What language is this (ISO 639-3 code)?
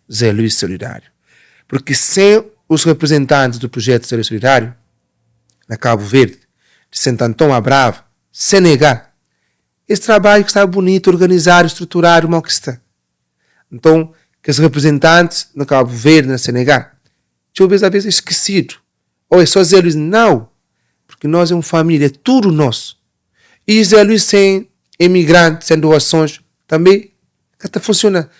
kea